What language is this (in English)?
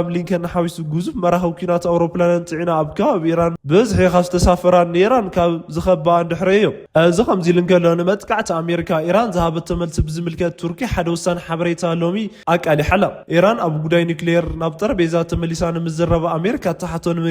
Tigrinya